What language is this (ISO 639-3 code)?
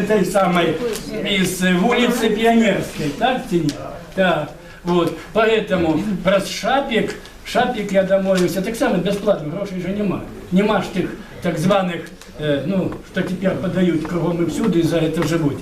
bel